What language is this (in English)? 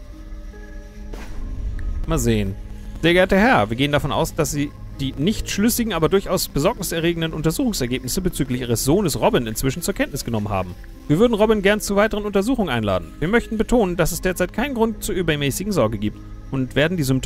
German